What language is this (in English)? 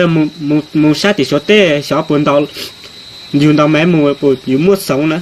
Hmong